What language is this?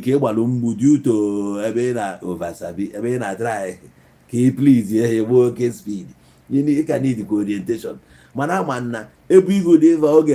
Igbo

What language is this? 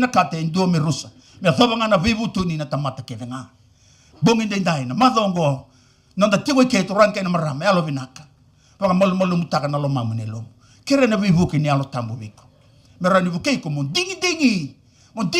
Fijian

